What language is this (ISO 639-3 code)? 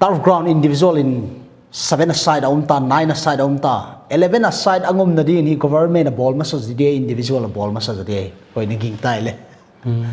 pck